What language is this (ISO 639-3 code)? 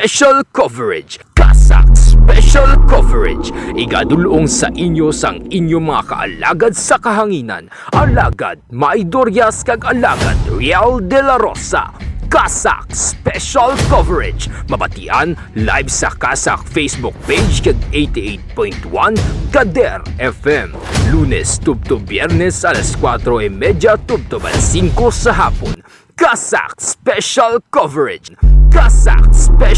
hil